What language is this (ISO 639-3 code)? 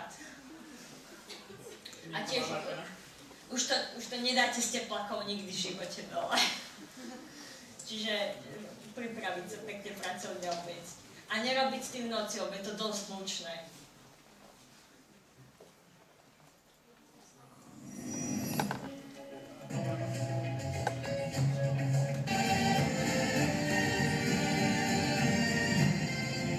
slk